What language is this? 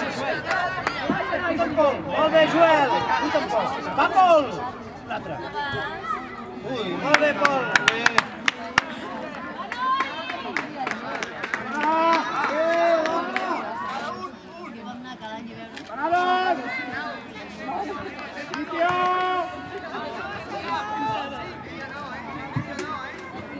Catalan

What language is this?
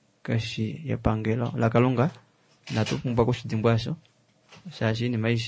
Kuanyama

